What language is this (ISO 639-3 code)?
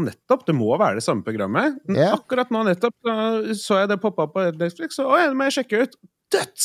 nor